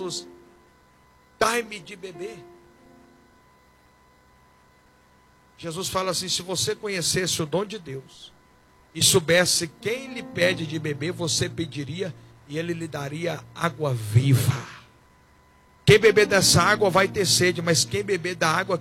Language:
Portuguese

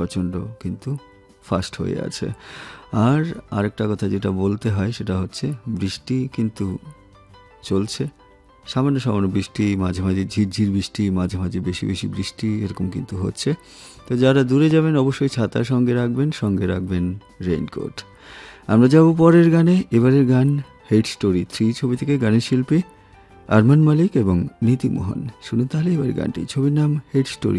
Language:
Bangla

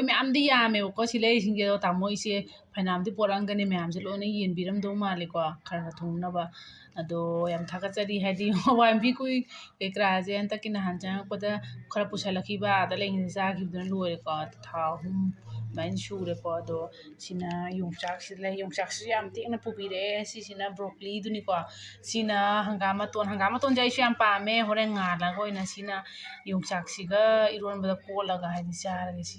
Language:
Manipuri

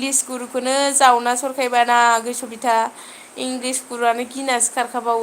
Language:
Bodo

